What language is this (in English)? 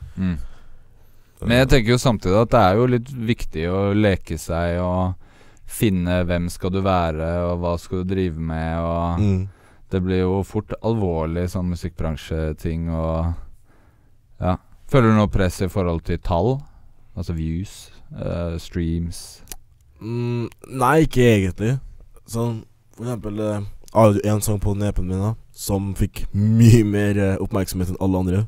Norwegian